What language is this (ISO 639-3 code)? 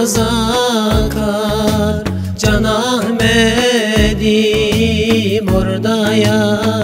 tur